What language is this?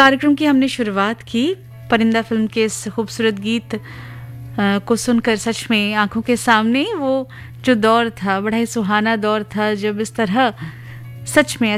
Hindi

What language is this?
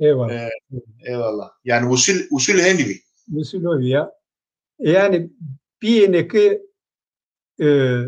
Zaza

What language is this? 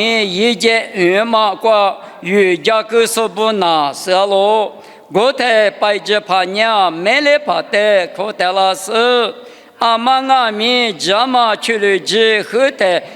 Lisu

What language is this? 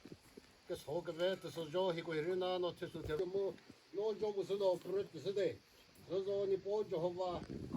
Chokri Naga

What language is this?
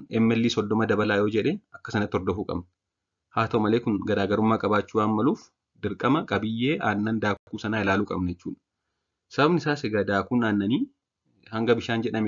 Oromo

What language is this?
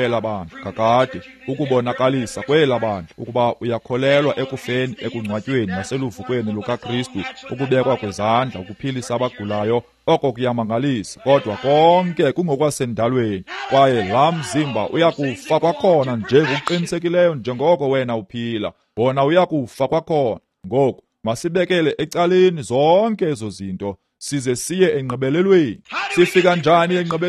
Xhosa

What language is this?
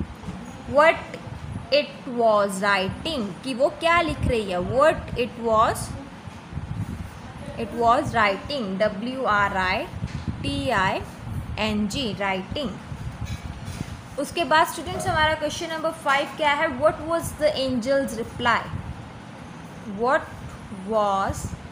Hindi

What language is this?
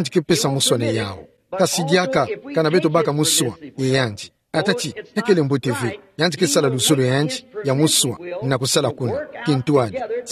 Kituba (Democratic Republic of Congo)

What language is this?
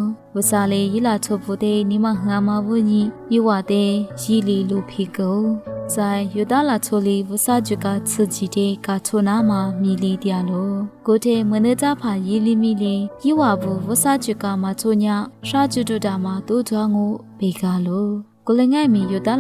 Lisu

